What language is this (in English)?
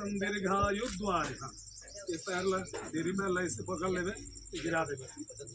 Chhattisgarhi